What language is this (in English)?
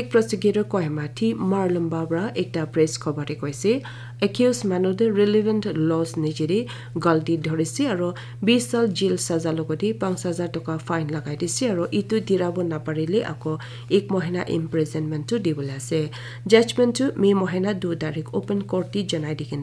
Naga Pidgin